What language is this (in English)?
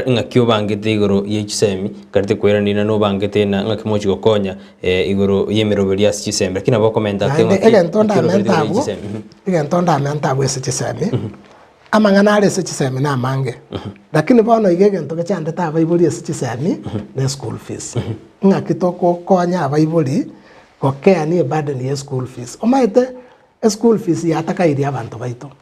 Gusii